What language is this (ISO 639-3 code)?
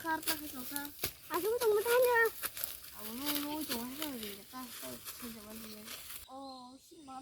trp